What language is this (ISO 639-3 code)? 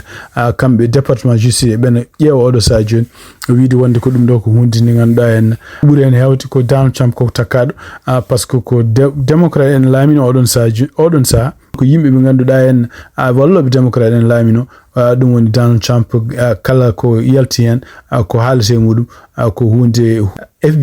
ful